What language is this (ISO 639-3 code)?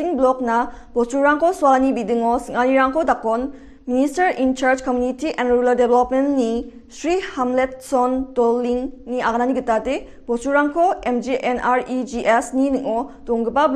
grt